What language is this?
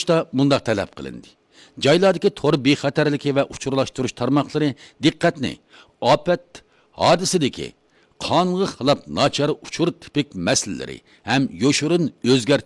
Uyghur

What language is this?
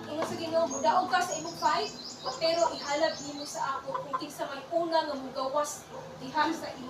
Cebuano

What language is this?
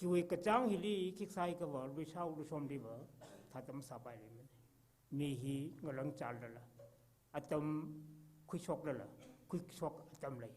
Tangkhul Naga (India)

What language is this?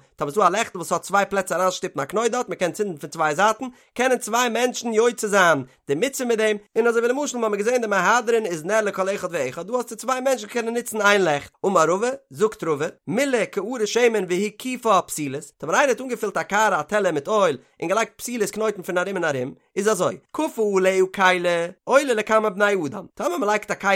Yiddish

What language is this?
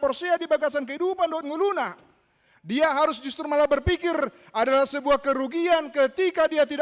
Batak Toba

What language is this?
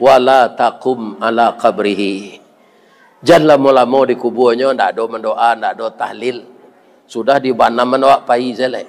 Minangkabau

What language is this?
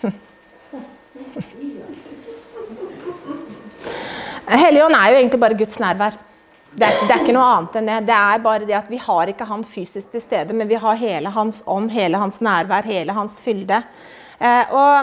Norwegian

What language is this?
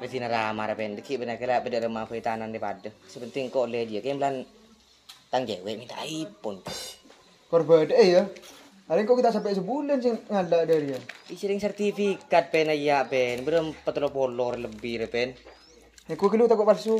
Madurese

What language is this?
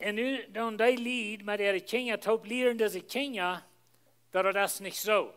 Plautdietsch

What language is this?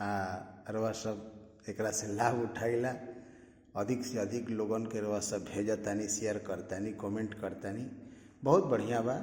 Bhojpuri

